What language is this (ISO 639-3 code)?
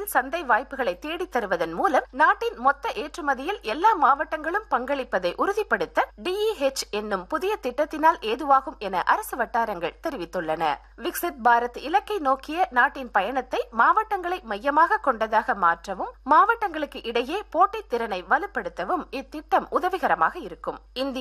tam